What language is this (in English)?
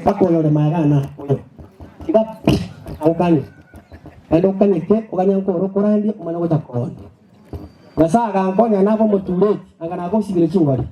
Gusii